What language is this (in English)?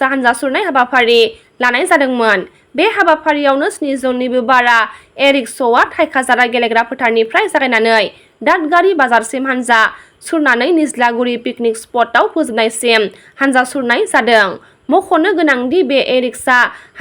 Bodo